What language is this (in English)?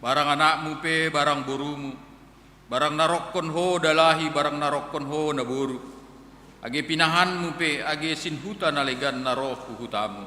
Batak Simalungun